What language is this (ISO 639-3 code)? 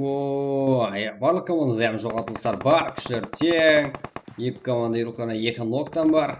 kaa